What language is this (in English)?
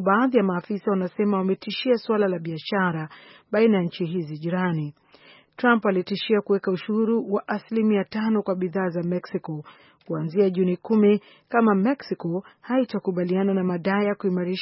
Swahili